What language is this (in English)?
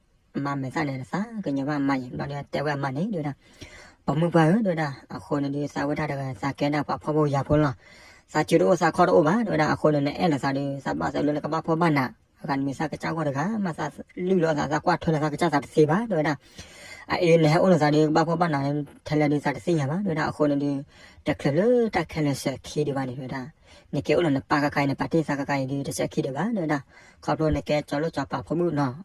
S'gaw Karen